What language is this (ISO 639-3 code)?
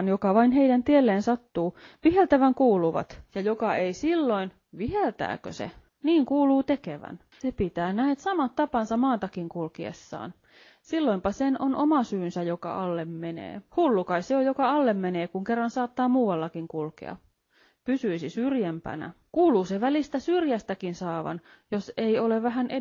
fin